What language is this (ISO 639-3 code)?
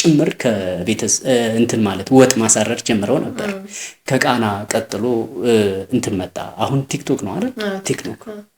amh